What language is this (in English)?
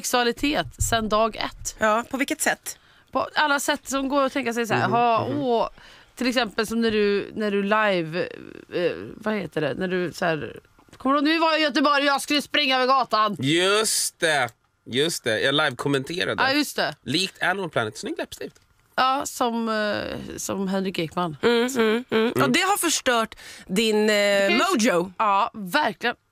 Swedish